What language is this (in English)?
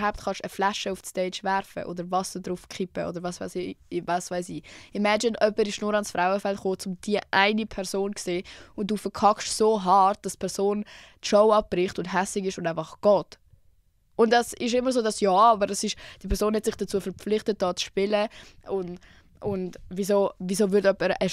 Swiss German